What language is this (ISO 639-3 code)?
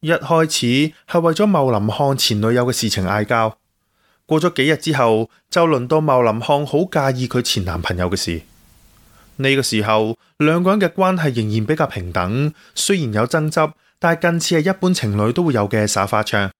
yue